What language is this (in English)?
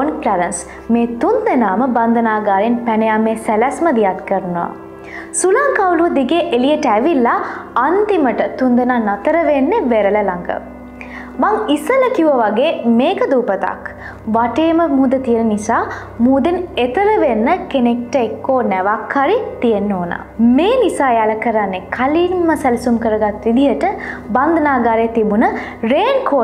Sinhala